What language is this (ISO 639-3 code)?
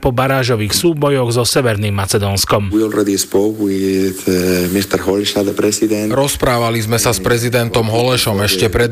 slk